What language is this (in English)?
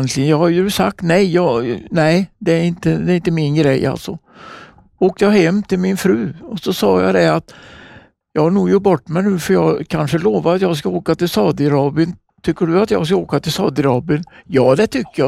Swedish